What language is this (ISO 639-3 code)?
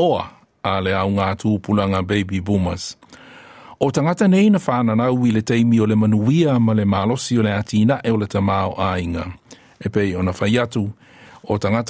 smo